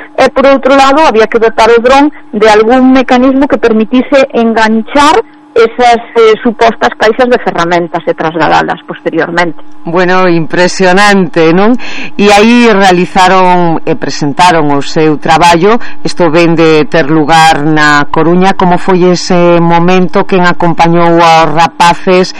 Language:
Galician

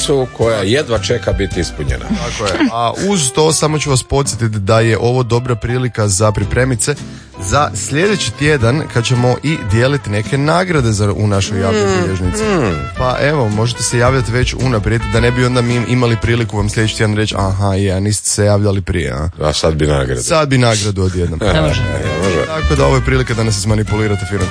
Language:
Croatian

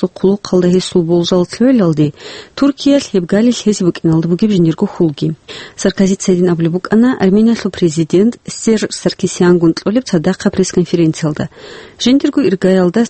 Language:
Avaric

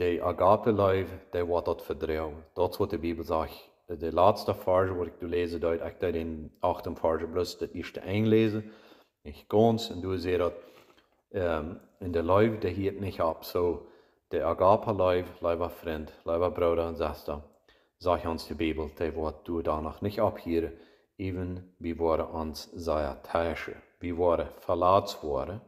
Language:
Plautdietsch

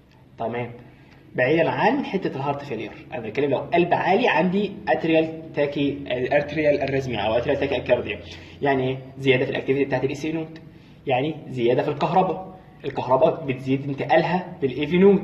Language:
Egyptian Arabic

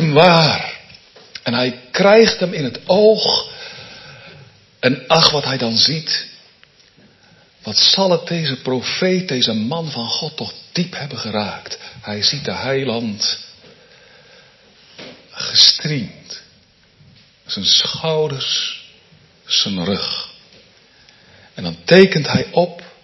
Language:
Dutch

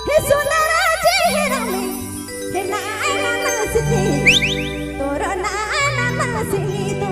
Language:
Sadri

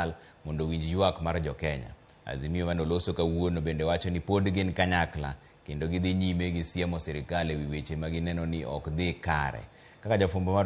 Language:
Luo (Kenya and Tanzania)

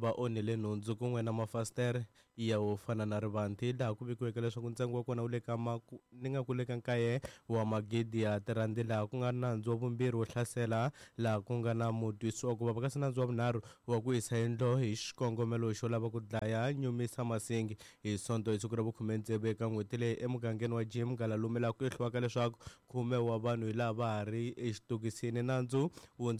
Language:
Tsonga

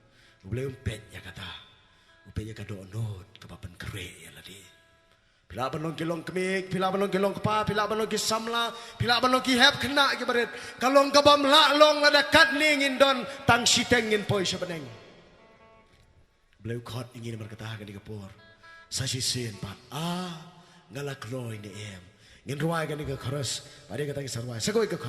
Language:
Khasi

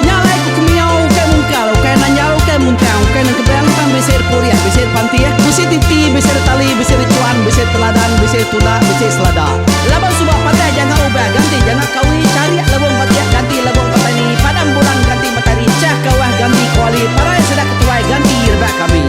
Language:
Iban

